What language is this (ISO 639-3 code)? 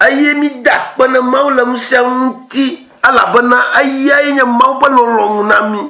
ewe